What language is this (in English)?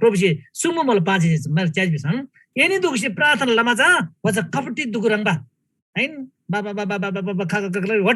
Eastern Tamang